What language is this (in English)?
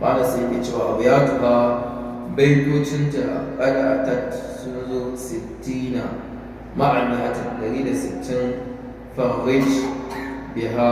Hausa